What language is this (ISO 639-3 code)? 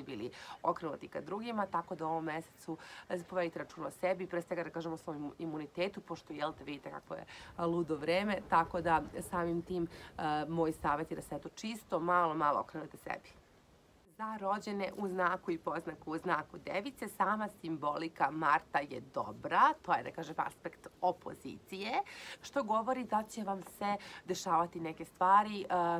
srp